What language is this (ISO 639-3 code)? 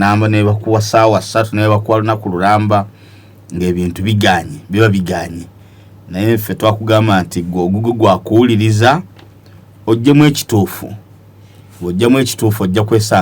lug